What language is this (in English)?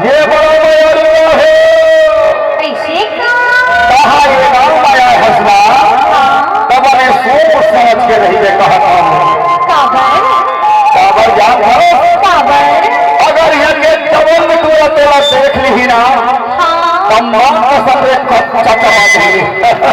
Chhattisgarhi